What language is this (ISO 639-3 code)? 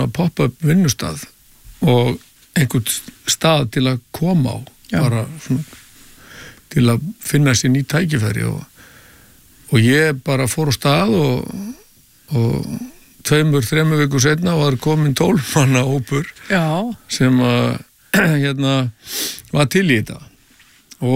isl